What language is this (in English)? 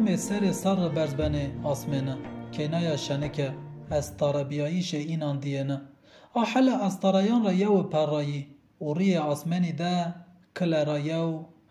Zaza